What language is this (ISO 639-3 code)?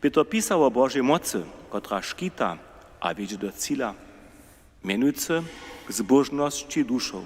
hsb